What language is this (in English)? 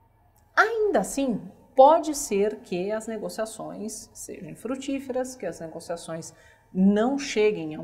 Portuguese